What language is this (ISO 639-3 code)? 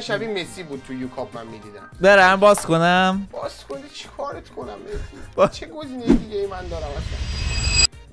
fas